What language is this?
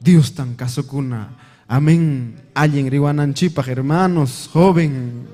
Ayacucho Quechua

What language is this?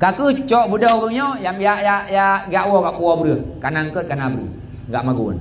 Achinese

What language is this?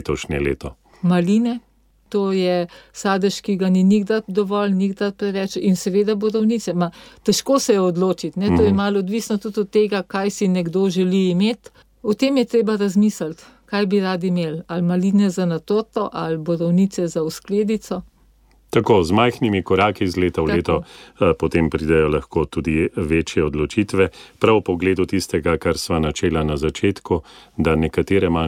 Slovenian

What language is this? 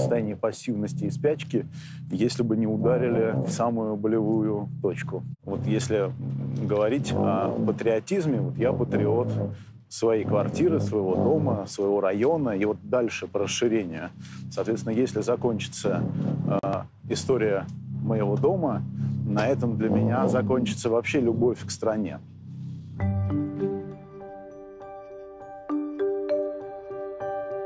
Russian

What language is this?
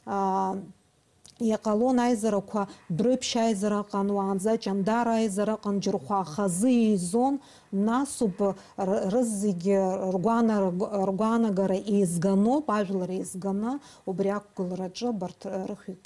Abkhazian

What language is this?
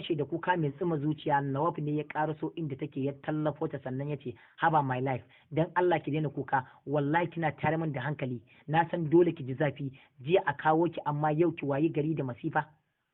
Hausa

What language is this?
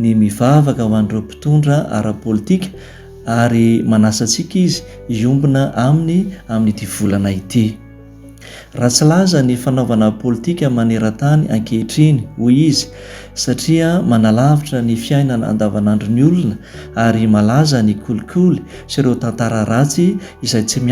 Malagasy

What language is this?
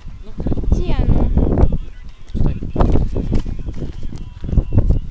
Russian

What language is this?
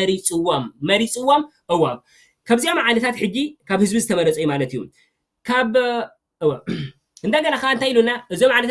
Tigrinya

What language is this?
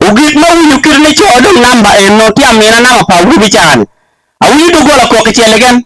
Acoli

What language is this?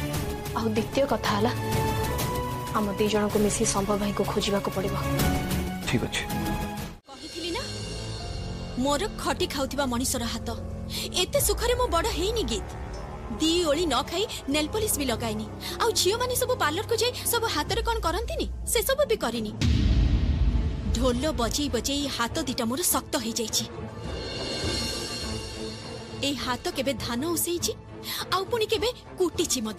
Odia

